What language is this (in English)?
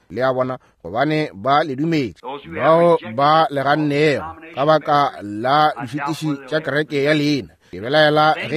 Northern Sotho